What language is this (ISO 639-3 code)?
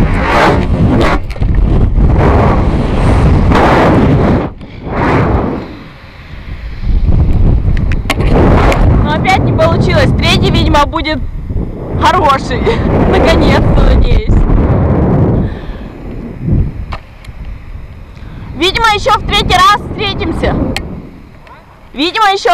rus